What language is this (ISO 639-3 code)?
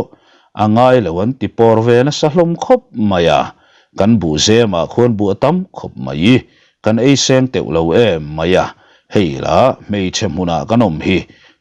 lus